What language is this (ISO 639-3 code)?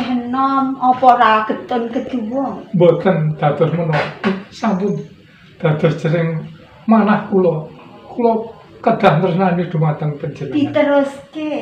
jav